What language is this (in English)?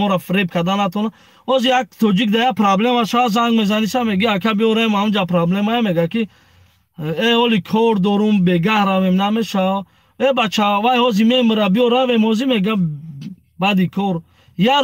Tajik